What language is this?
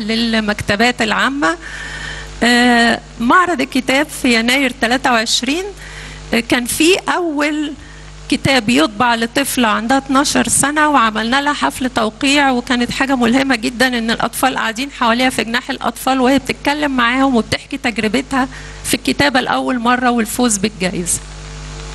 Egyptian Arabic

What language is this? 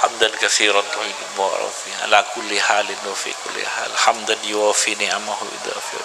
Madurese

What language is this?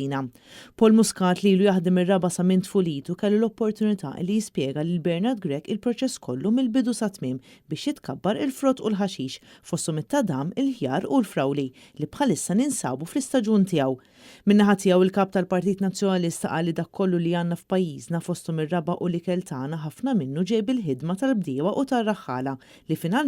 Maltese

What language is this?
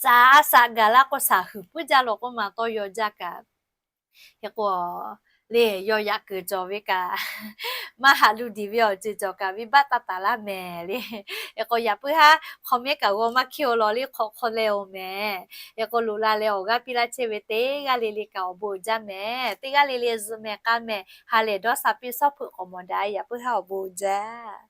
Lahu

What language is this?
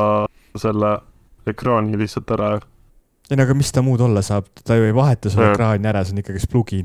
Estonian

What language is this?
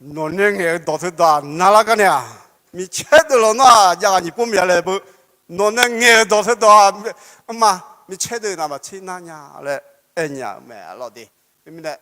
Akha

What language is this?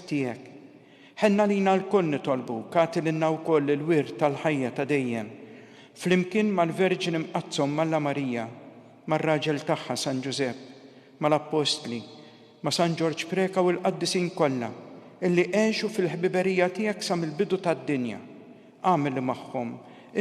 Maltese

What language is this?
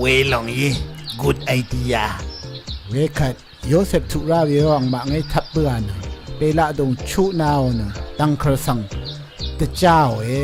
Rawang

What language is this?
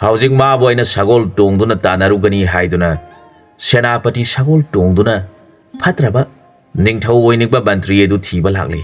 Manipuri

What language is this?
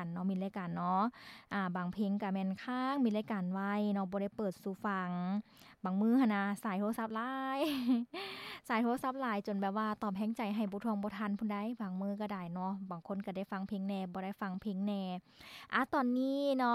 Lao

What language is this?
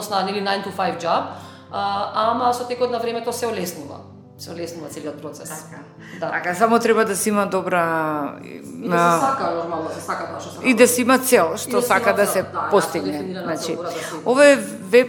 Macedonian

